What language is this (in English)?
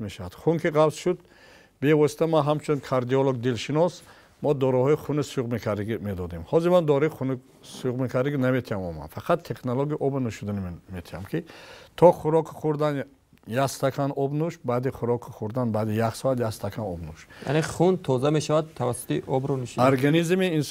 Tajik